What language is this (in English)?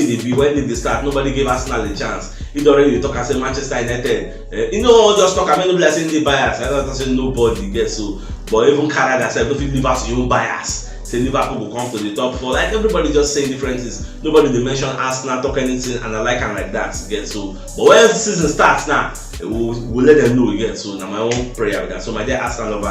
Nigerian Pidgin